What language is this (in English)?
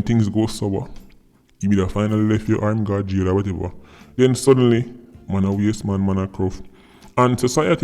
Jamaican Creole English